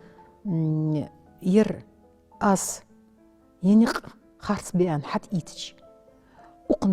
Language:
Ingush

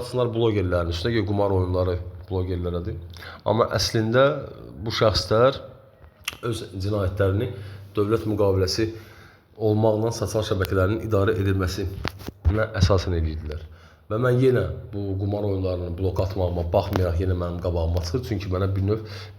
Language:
Azerbaijani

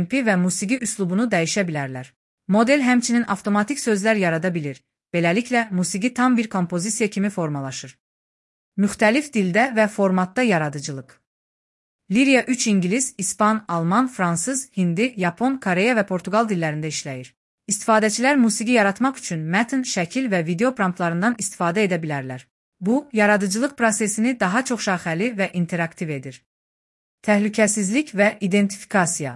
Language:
Azerbaijani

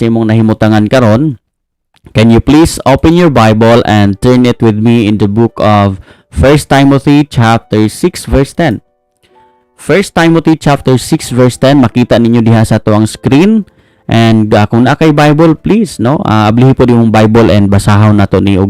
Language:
Cebuano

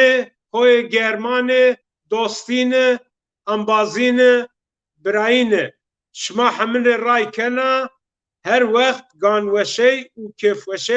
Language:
Zaza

